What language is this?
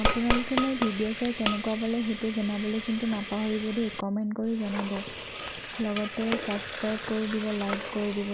Assamese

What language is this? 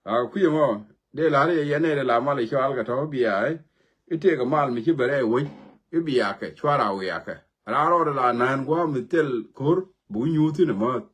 Nuer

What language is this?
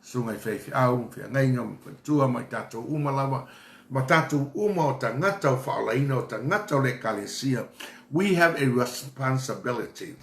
Samoan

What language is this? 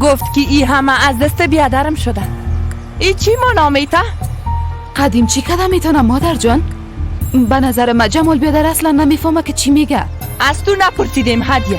Persian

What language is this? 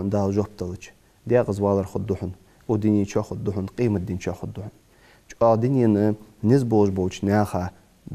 Ingush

